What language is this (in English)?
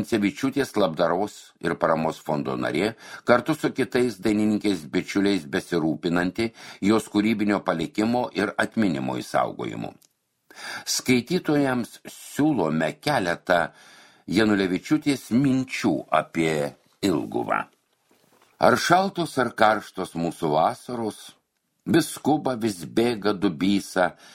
Lithuanian